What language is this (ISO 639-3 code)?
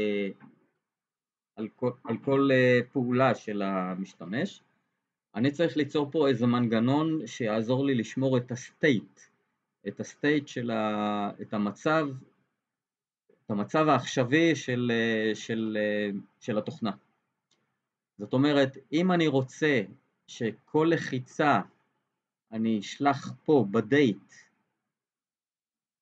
heb